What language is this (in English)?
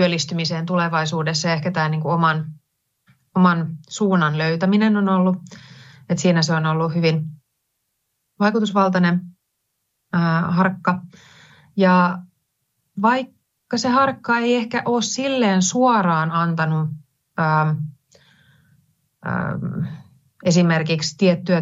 Finnish